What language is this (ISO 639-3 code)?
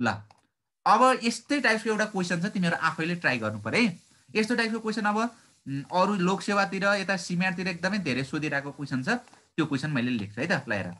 nep